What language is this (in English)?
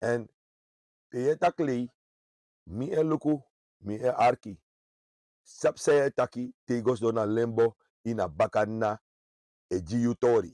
Sranan Tongo